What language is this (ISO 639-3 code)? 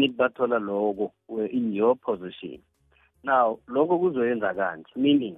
nbl